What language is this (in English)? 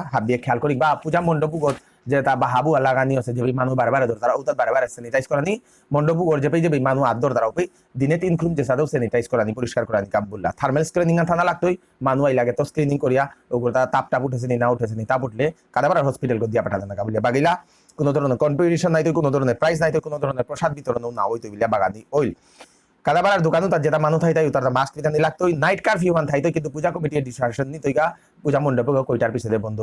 Bishnupriya